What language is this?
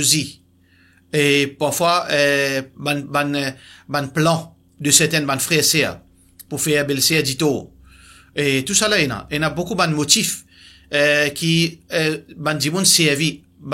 Morisyen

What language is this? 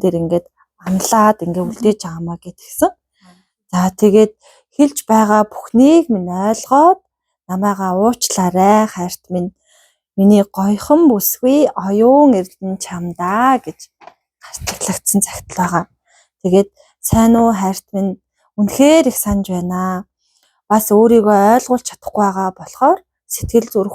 Mongolian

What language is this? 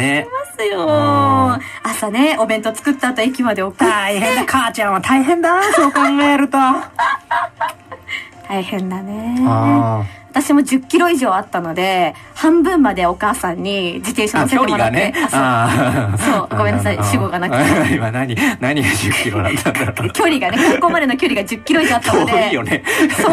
Japanese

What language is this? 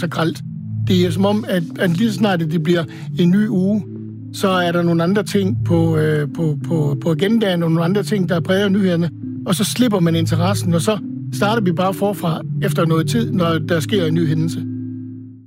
Danish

